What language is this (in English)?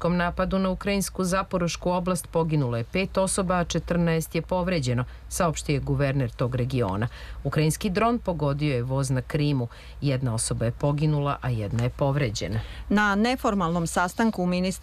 Serbian